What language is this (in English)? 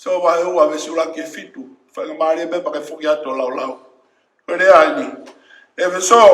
Tongan